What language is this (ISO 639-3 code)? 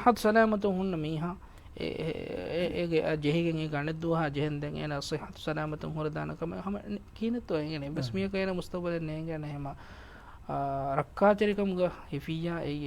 div